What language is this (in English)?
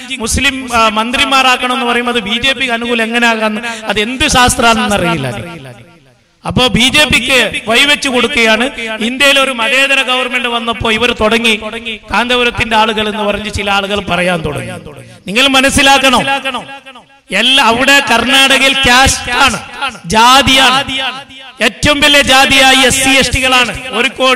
Malayalam